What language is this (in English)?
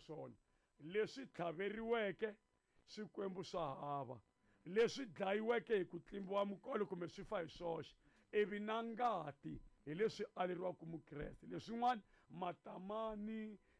Tsonga